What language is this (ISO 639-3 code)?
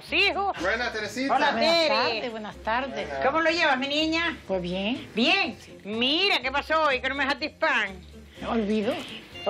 spa